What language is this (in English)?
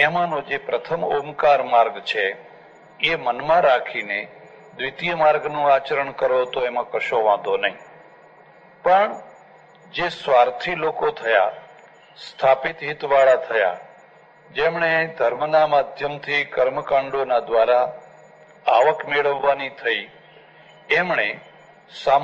Gujarati